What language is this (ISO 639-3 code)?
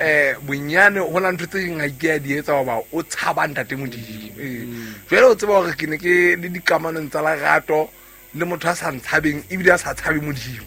sot